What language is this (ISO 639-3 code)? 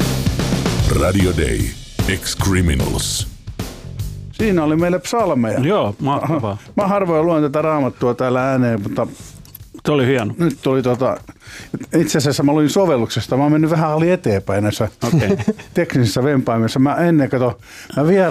fin